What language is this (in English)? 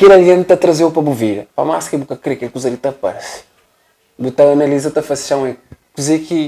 Kabuverdianu